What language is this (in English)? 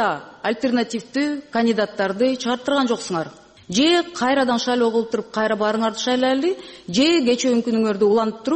Kyrgyz